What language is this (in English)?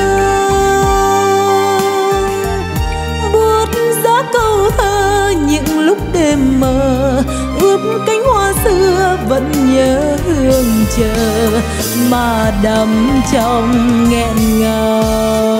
Vietnamese